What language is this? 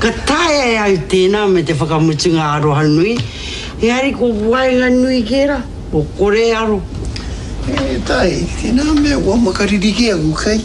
Māori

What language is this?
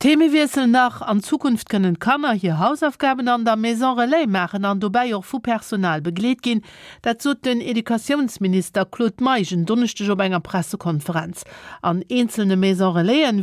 Luxembourgish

